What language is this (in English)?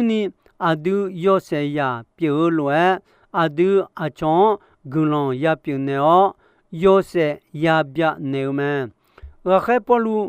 Akha